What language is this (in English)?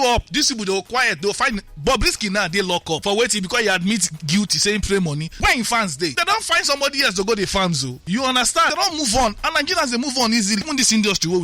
Nigerian Pidgin